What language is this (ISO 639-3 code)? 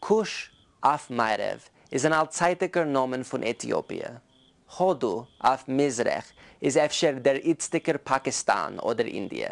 yid